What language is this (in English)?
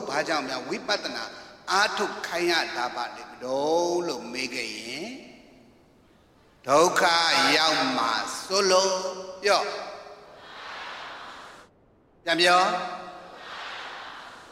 Burmese